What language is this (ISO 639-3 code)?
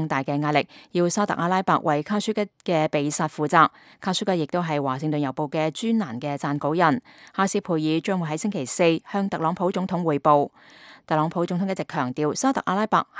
yue